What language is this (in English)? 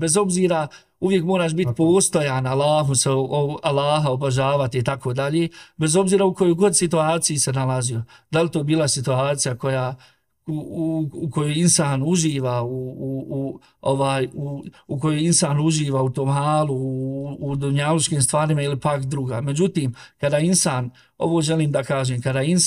Bosnian